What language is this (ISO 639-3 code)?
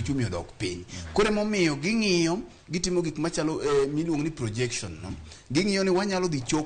luo